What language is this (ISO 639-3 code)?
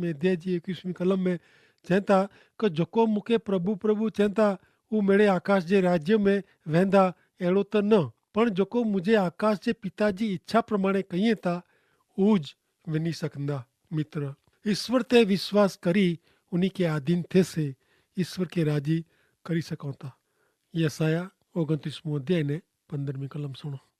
kfr